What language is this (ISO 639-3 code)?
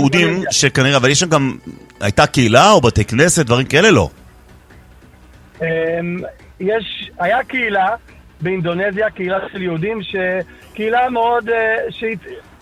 heb